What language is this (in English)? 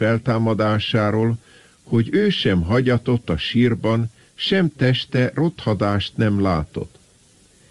Hungarian